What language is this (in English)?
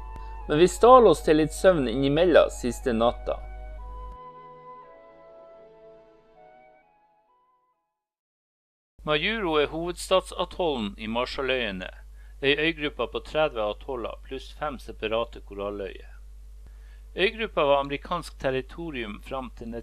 Norwegian